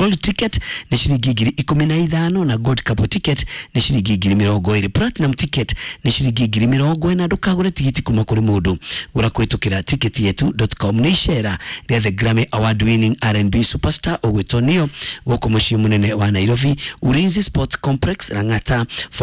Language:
Kikuyu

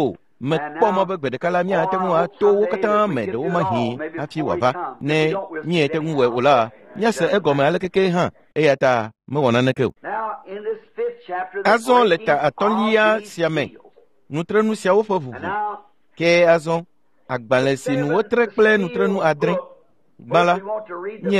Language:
Ewe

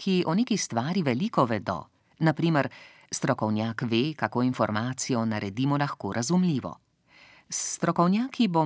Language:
Slovenian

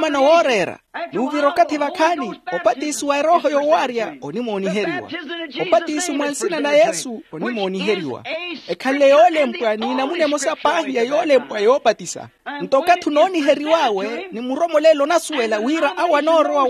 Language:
Makhuwa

